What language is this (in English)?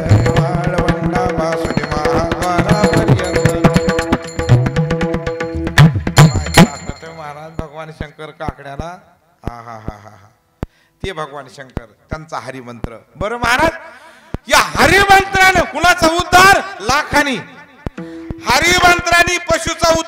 Marathi